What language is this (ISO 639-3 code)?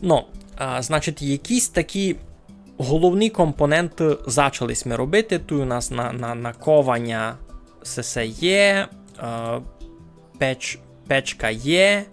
rue